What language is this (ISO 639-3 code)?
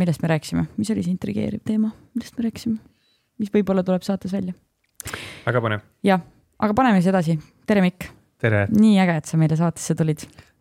est